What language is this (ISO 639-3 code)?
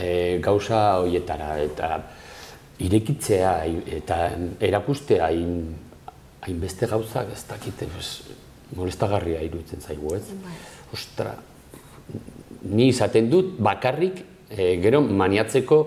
eus